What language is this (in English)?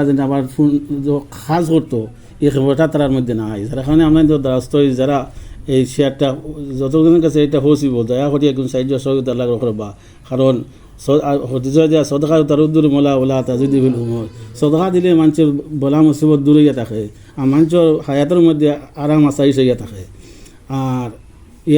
Sylheti